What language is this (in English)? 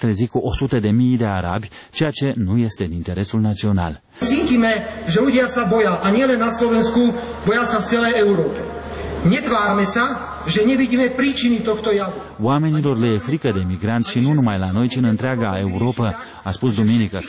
Romanian